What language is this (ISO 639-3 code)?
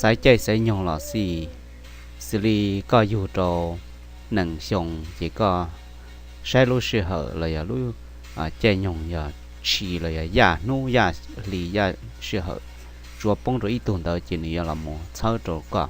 hmn